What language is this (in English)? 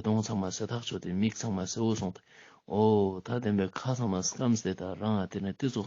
Ladakhi